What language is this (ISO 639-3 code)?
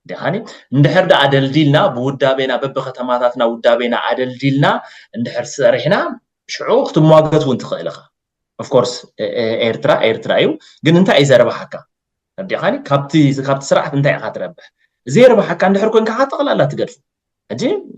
tir